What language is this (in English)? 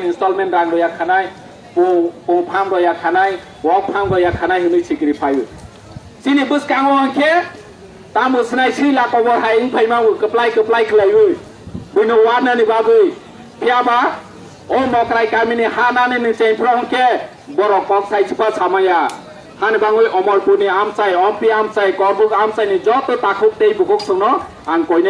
Riang (India)